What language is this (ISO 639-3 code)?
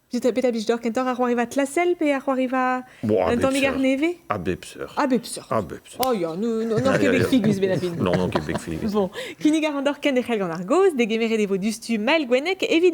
bre